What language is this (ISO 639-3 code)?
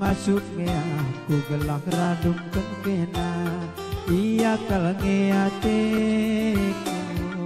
btx